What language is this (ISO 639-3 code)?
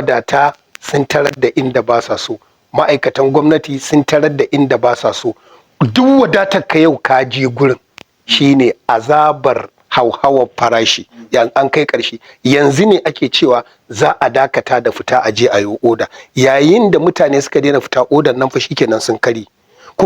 hau